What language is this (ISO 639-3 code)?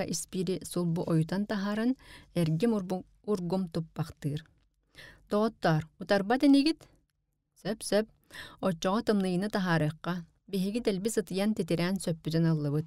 sah